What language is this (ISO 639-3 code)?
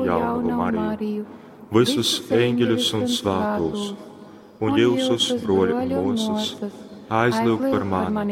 ltg